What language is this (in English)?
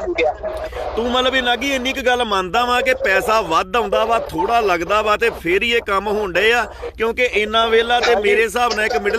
Punjabi